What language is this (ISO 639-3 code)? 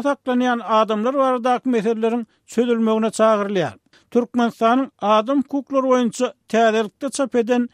tuk